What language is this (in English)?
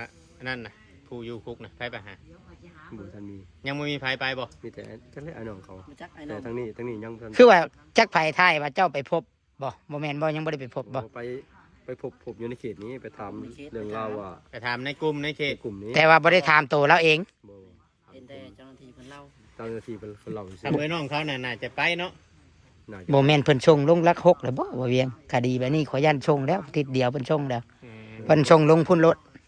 Northeastern Thai